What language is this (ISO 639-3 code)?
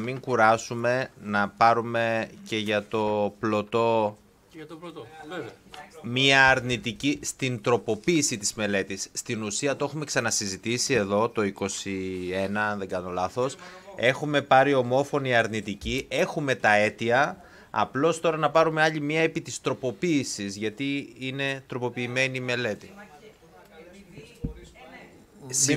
ell